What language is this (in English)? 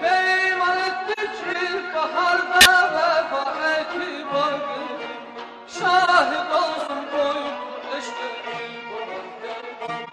South Azerbaijani